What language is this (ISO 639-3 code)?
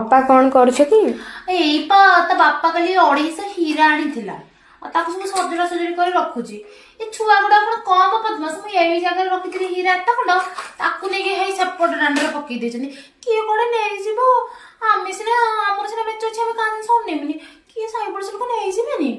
ori